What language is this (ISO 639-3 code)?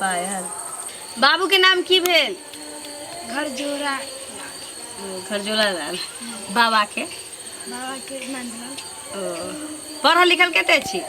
mai